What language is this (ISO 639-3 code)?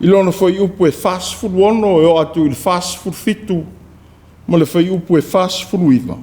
smo